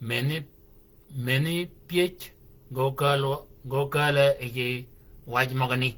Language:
Shilluk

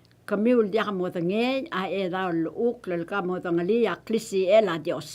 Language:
Palauan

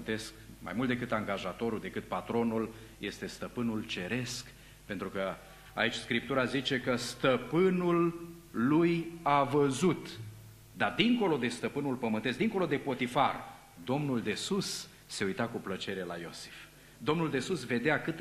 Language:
Romanian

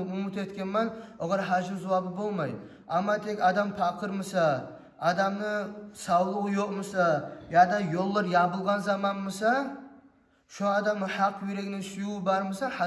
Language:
Kumyk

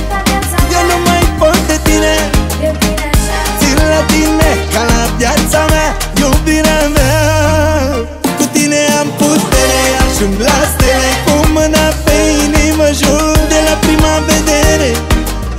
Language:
Romanian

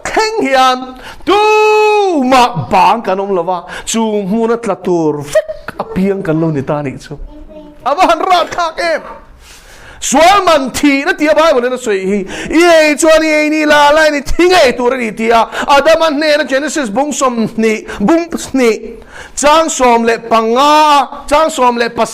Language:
Mizo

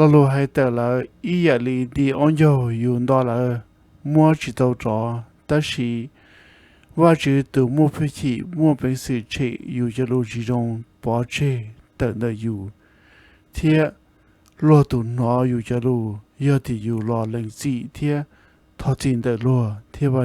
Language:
Hmong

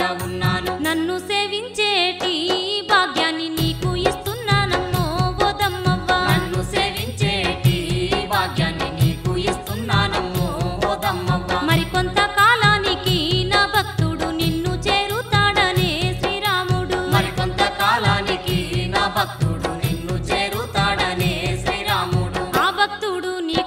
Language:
Telugu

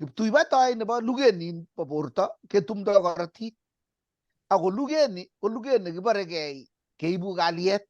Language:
Kalenjin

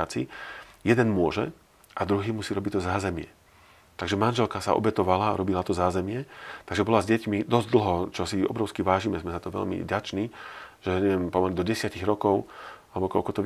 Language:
Slovak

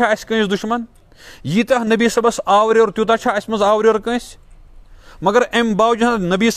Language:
Kashmiri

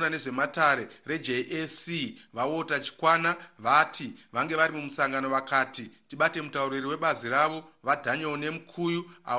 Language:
North Ndebele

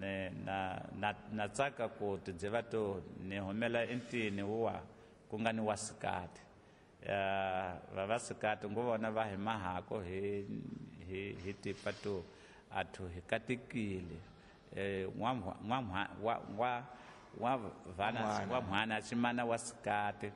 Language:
Tsonga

